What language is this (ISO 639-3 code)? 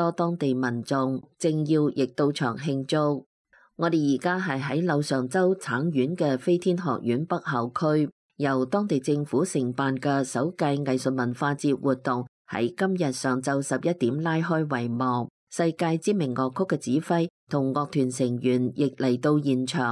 yue